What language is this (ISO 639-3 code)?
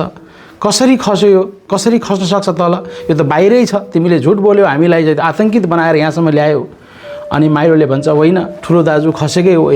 nep